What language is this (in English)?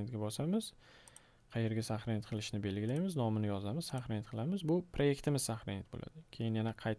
Uzbek